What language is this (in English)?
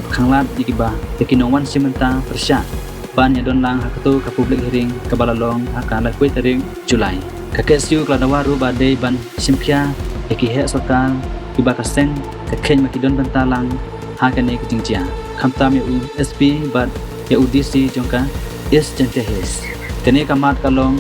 Khasi